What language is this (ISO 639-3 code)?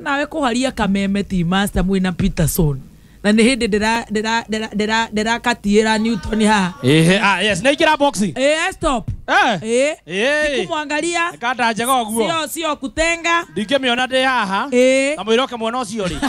kik